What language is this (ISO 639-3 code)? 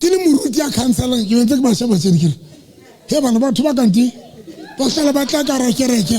sot